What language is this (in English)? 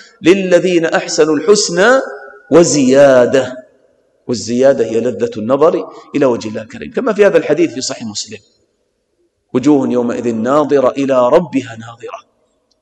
Arabic